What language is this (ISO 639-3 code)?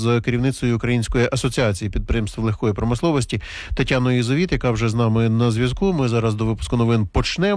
ukr